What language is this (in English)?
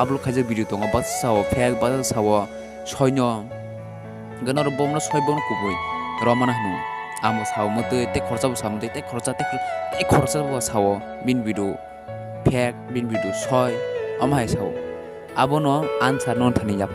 Kok Borok